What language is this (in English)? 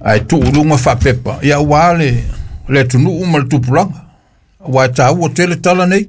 Samoan